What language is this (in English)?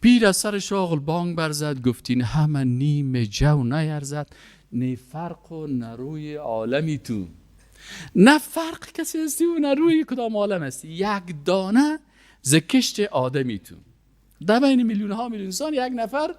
Persian